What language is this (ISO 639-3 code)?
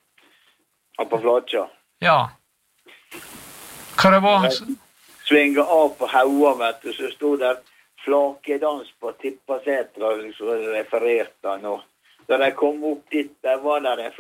nor